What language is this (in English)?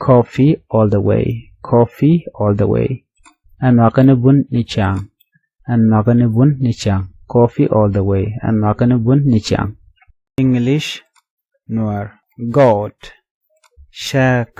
Nuer